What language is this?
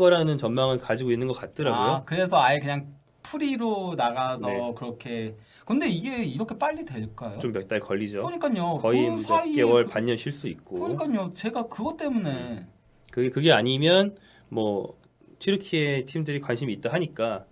Korean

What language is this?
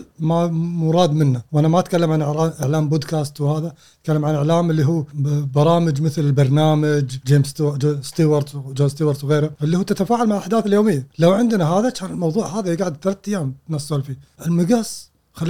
Gulf Arabic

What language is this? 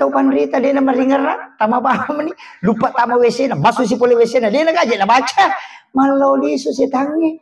Buginese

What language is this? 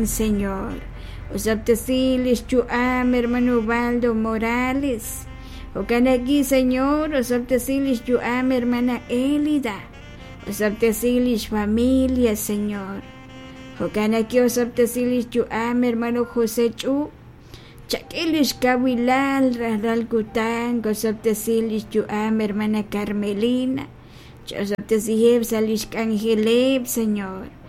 Kekchí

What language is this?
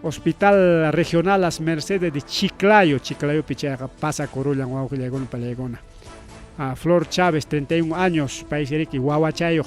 Ayacucho Quechua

